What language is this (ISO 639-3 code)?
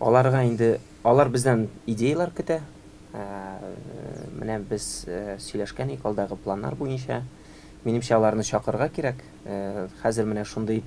tat